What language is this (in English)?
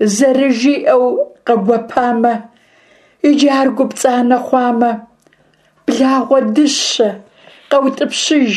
Kabardian